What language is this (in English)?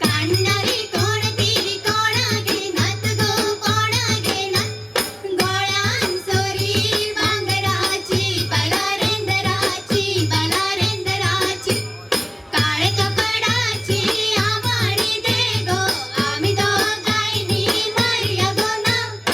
Konkani